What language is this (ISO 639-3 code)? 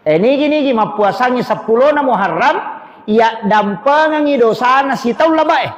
bug